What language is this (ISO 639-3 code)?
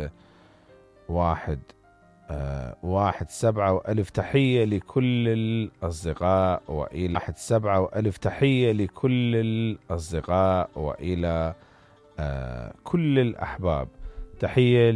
acm